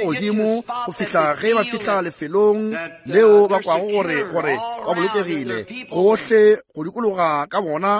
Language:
Northern Sotho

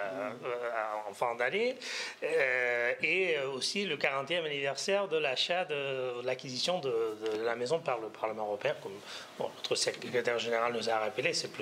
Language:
French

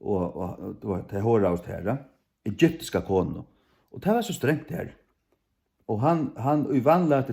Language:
Faroese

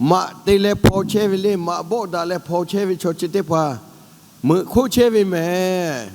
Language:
Lahu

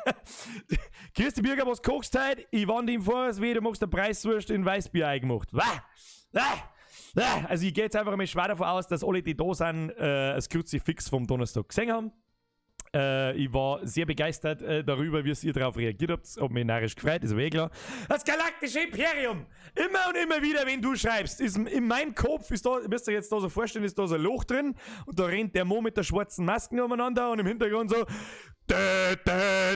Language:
Bavarian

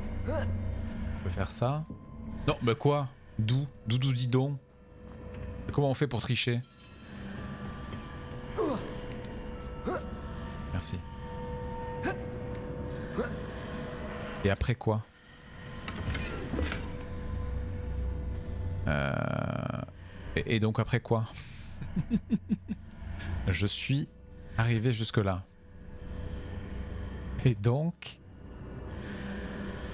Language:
French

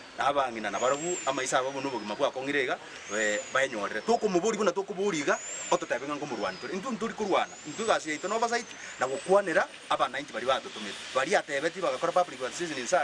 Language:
Gusii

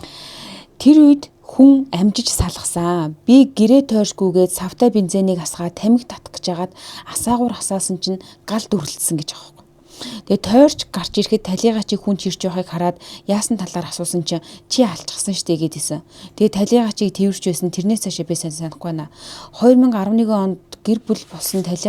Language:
Mongolian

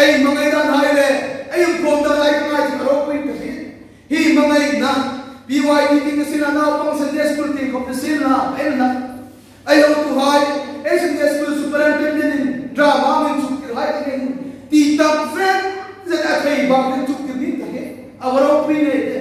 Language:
Hmar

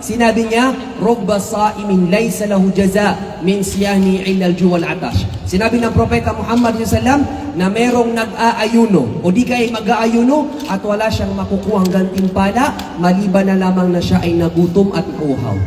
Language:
Maranao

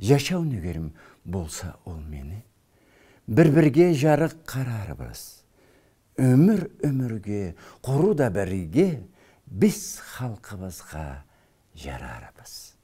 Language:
Karachay-Balkar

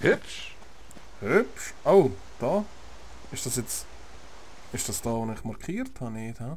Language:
Swiss German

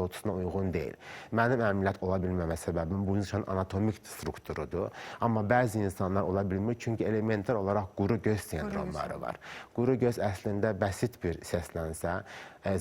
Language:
Azerbaijani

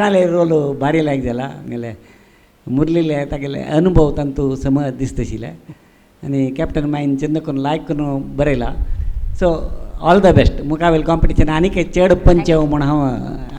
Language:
Konkani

